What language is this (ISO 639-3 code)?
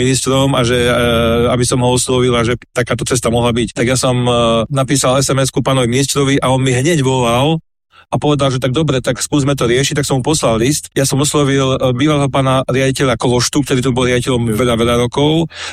slk